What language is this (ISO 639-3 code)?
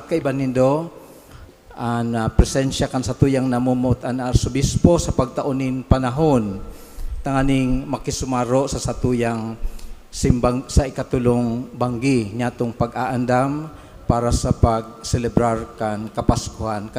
bik